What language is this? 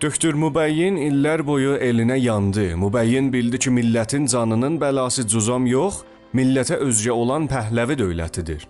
South Azerbaijani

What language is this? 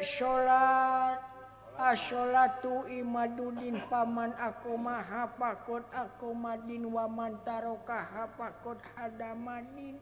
Sundanese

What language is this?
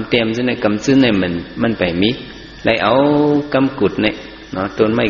Shan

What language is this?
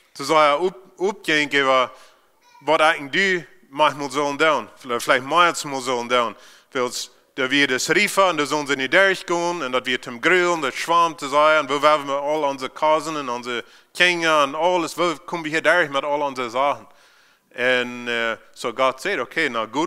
Plautdietsch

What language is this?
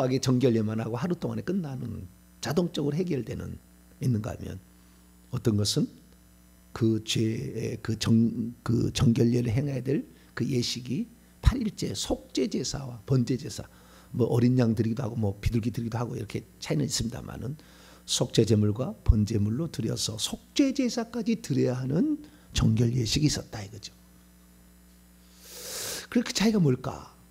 Korean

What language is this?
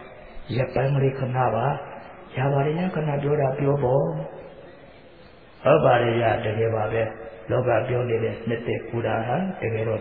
Burmese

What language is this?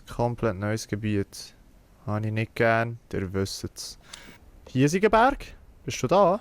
Swiss German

